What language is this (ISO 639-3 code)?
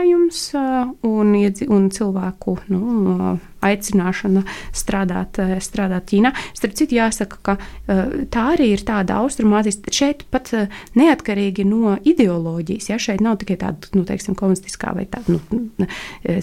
lav